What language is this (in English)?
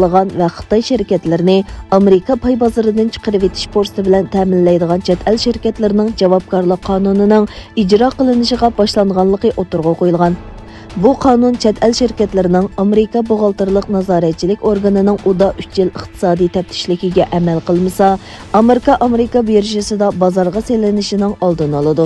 Uyghur